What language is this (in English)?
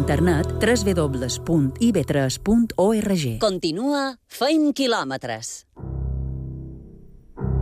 Catalan